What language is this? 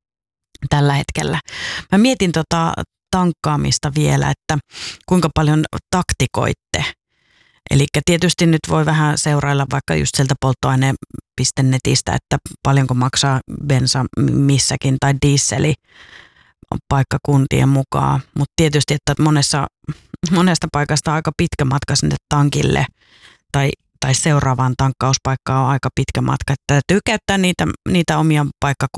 Finnish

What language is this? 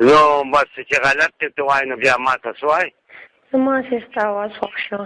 Pashto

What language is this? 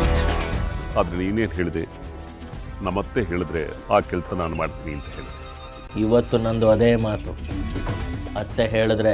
Kannada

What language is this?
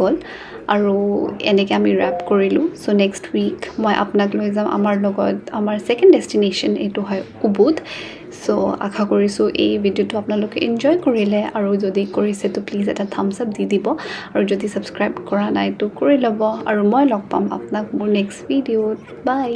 Assamese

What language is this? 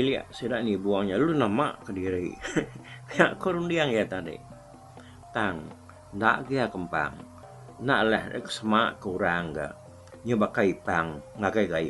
Iban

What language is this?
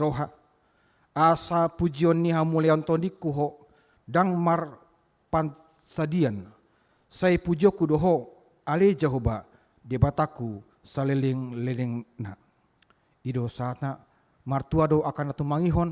Batak Toba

